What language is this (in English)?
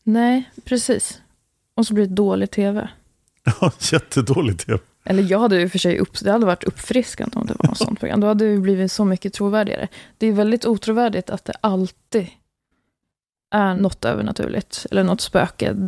Swedish